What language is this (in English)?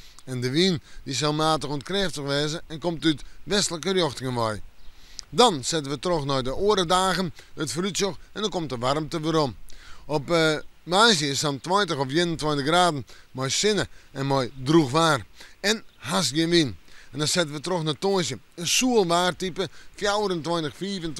Western Frisian